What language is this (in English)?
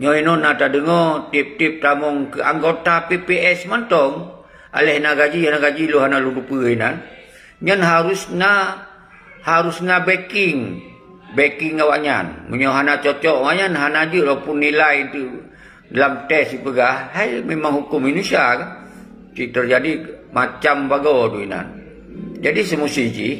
Achinese